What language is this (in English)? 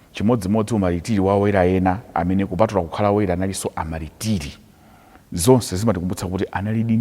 Nyanja